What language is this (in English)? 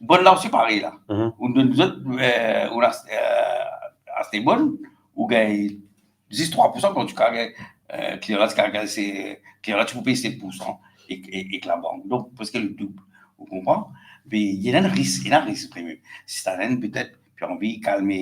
Morisyen